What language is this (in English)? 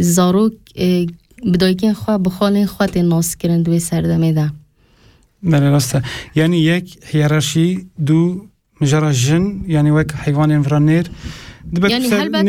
Kurdish